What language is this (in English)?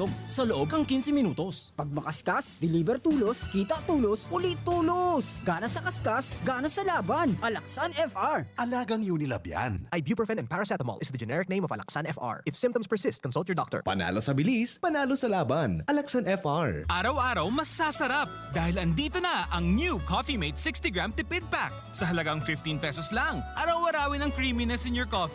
Bikol